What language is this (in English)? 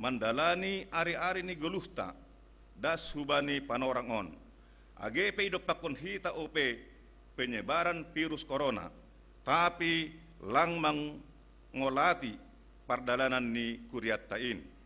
Batak Simalungun